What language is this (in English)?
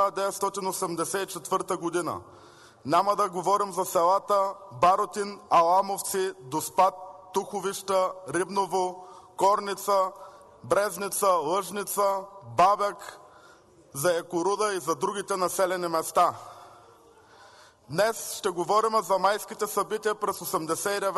Bulgarian